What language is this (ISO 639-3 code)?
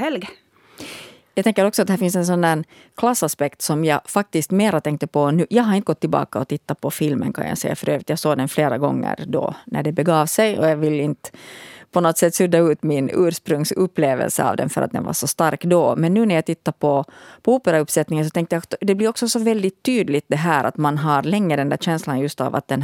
swe